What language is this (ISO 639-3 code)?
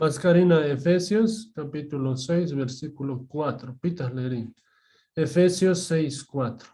quh